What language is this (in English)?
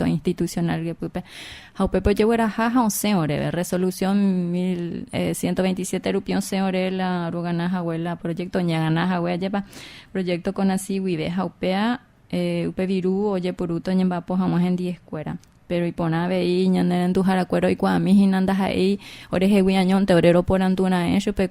Guarani